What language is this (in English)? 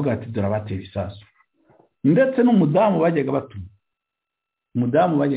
Kinyarwanda